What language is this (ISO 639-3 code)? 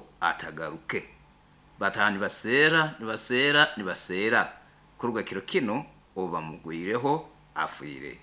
nyo